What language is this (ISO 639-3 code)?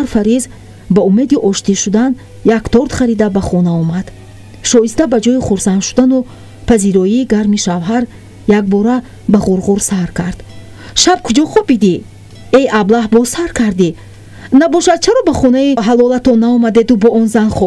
tgk